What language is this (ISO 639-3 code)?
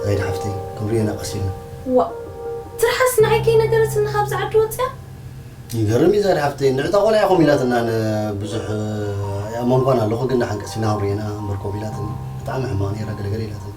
tir